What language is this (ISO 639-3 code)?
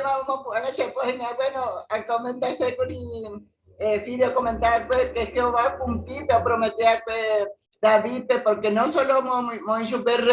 grn